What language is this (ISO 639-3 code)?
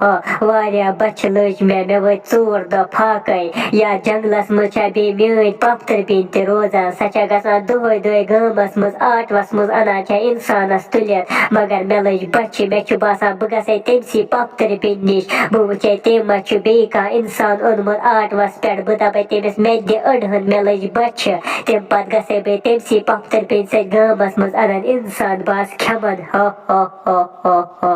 kas